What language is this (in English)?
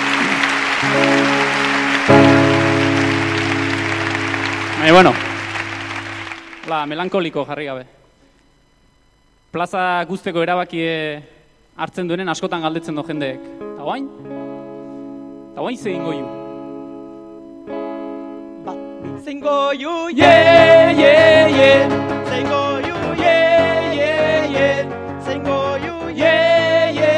Basque